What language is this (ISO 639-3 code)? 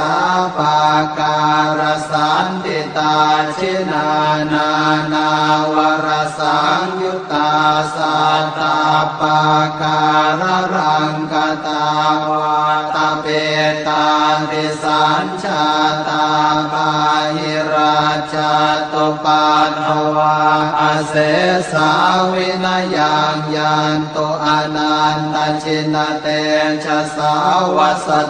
pli